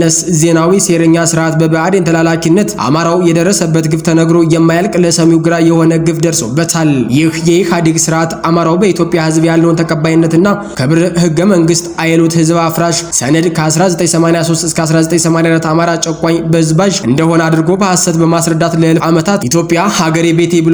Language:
Amharic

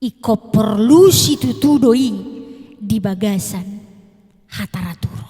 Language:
Batak Toba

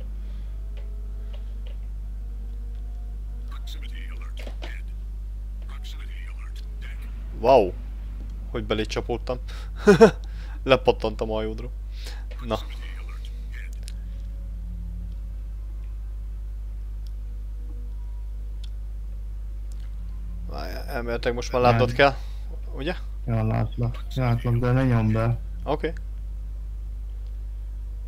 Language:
Hungarian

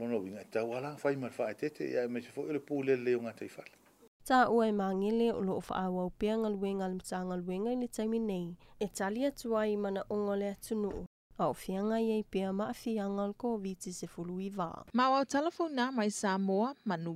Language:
Samoan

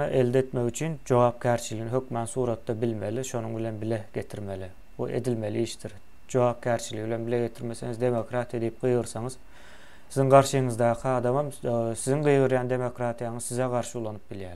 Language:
Turkmen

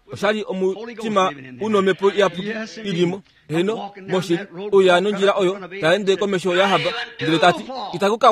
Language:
Kuanyama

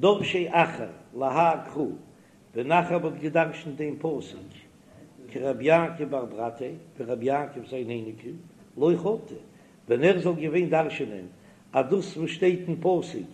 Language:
Yiddish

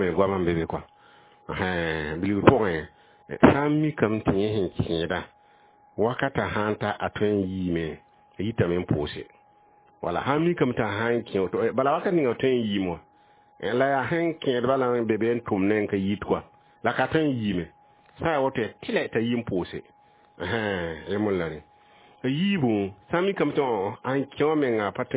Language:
Mossi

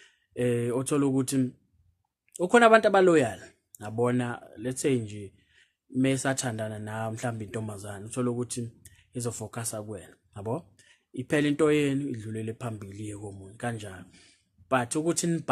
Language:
Zulu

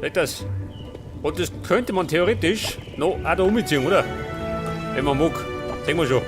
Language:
Bavarian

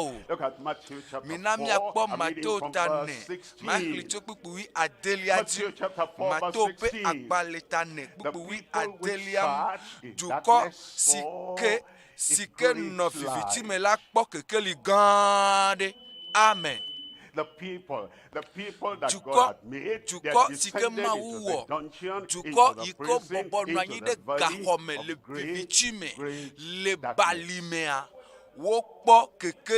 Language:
Ewe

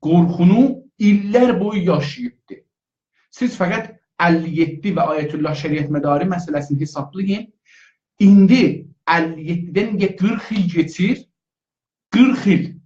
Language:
South Azerbaijani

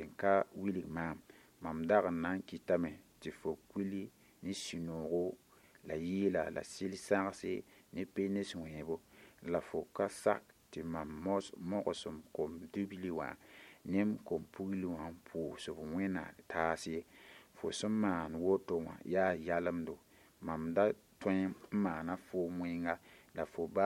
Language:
Mossi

